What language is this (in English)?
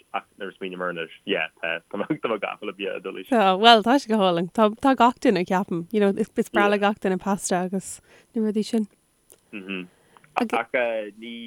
Irish